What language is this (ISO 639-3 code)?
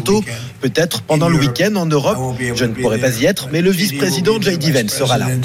fra